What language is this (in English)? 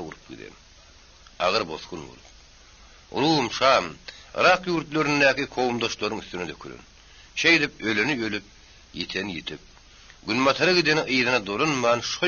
Turkmen